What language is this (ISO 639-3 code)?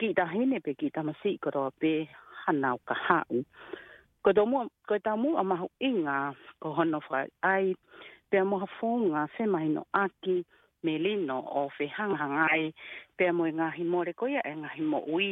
ton